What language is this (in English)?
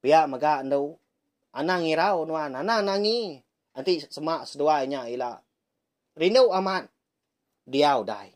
Iban